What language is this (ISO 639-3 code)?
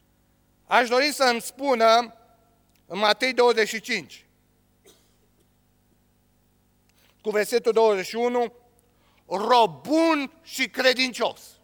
ron